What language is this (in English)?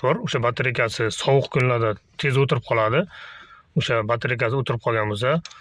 Uzbek